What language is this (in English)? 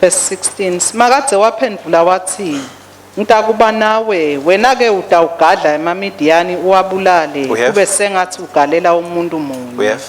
Swati